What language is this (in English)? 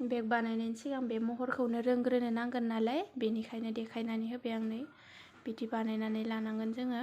Bodo